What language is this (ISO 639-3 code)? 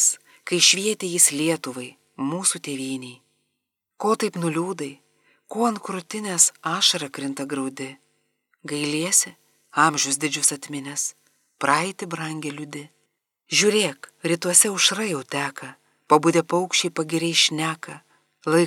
lit